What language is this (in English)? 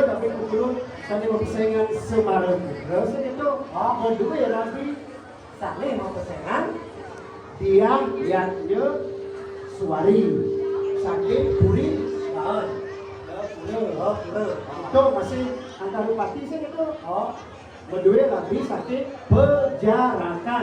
Balinese